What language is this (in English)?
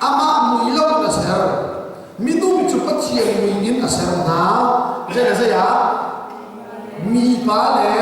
Hakha Chin